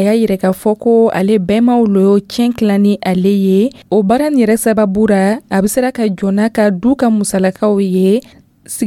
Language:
Dyula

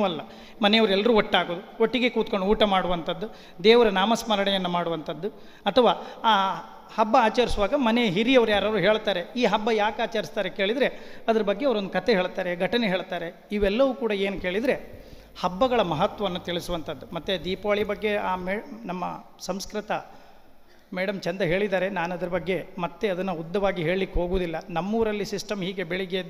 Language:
Kannada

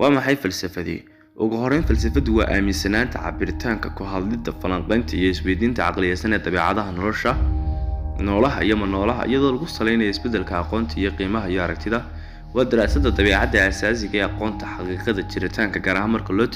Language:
Somali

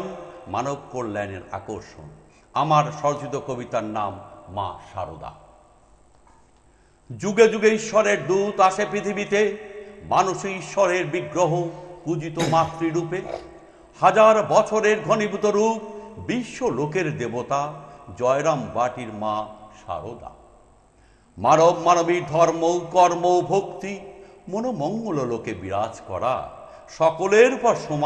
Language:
Bangla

